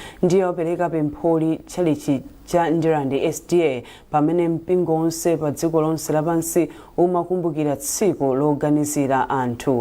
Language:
Nyanja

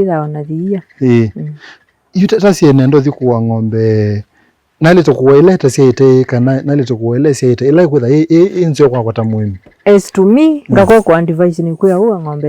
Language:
Kamba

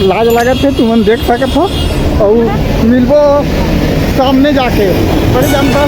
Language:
Chhattisgarhi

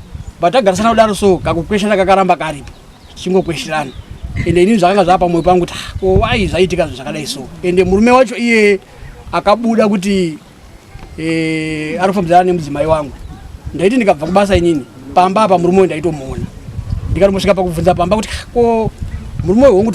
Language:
Shona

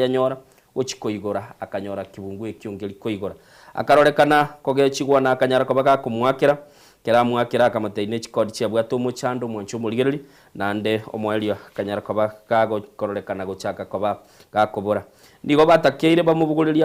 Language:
Gusii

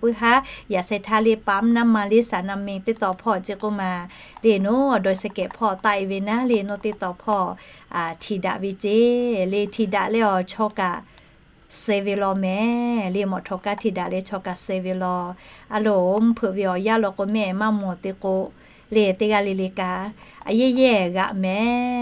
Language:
Lahu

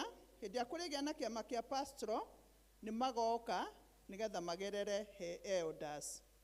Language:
Kikuyu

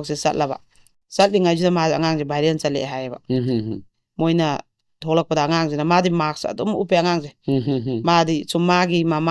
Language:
Manipuri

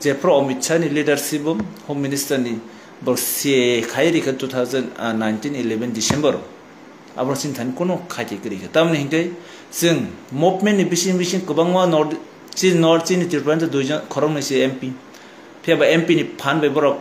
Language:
Kok Borok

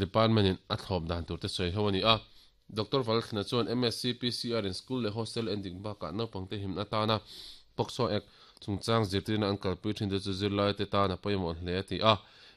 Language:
Mizo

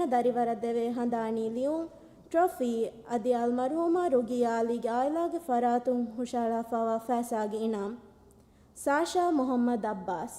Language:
Divehi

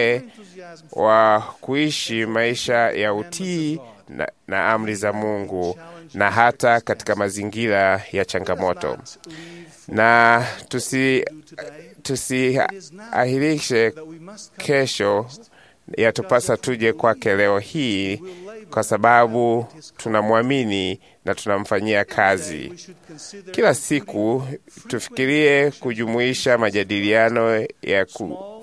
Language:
Swahili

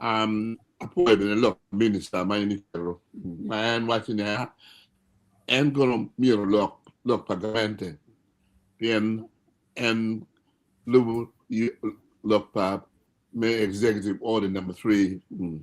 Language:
Acoli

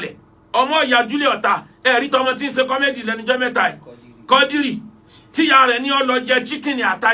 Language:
Yoruba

